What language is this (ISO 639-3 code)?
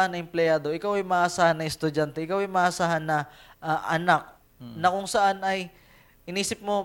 fil